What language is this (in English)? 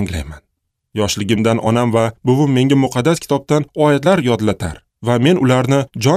Uzbek